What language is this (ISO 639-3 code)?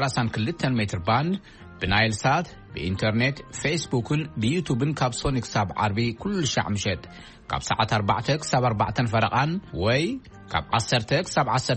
tir